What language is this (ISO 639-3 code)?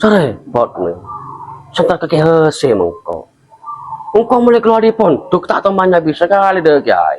mad